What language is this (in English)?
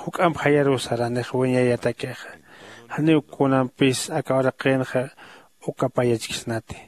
Aymara